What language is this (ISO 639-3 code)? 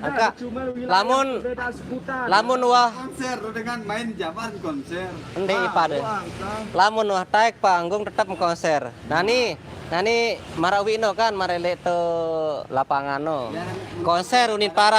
sas